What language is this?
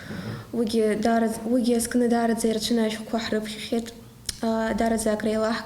Abkhazian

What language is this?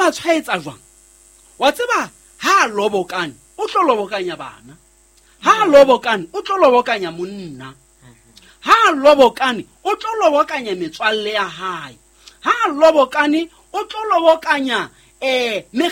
Southern Sotho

